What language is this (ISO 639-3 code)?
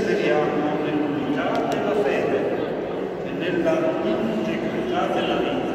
ita